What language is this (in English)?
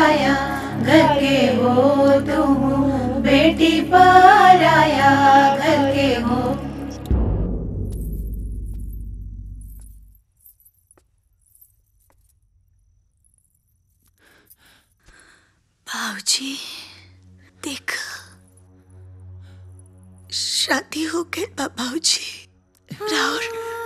Bhojpuri